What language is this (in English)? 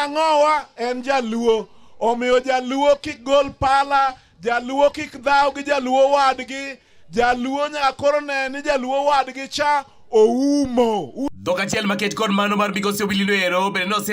Luo (Kenya and Tanzania)